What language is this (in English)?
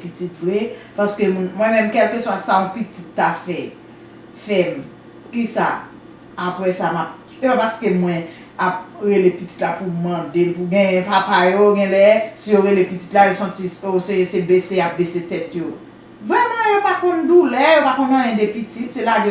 Haitian Creole